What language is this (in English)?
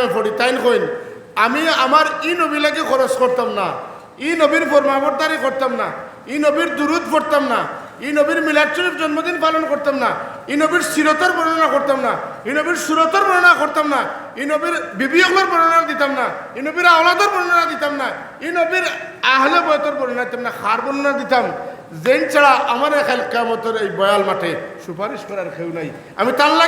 Sylheti